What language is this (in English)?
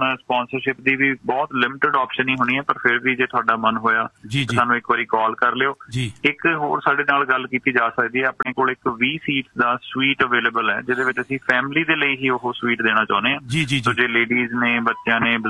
Punjabi